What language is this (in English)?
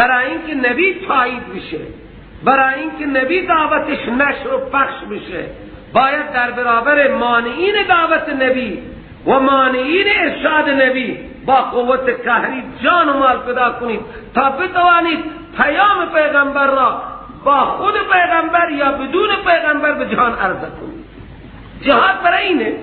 Persian